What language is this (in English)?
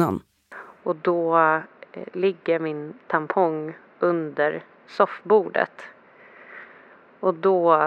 Swedish